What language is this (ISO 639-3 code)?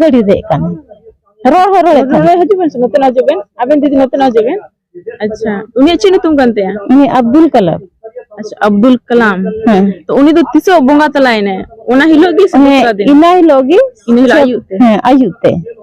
sat